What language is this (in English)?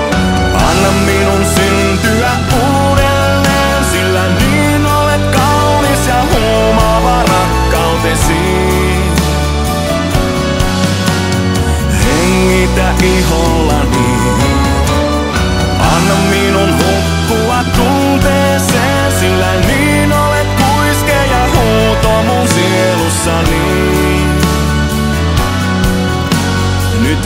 Finnish